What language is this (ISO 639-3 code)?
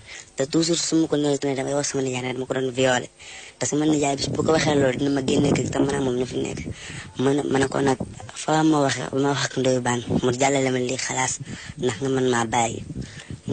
wol